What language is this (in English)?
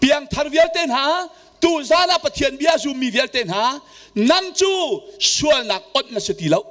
Hakha Chin